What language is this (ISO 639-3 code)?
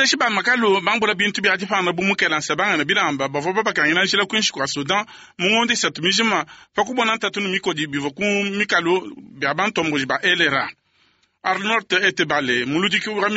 lua